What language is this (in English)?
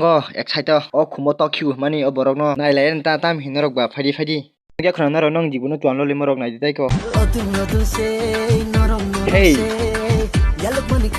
Kok Borok